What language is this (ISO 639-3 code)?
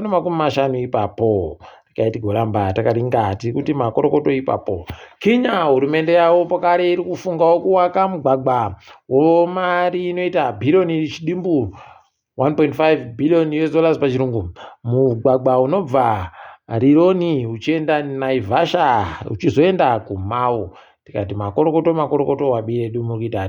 ndc